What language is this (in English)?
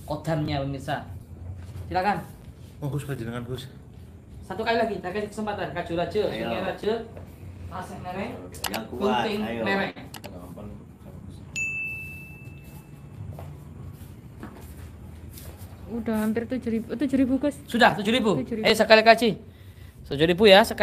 Indonesian